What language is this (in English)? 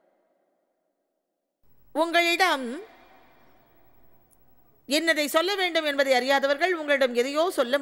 Tamil